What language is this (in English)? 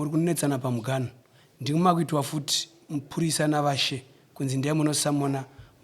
Shona